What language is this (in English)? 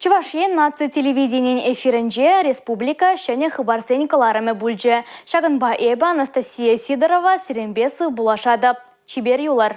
Chuvash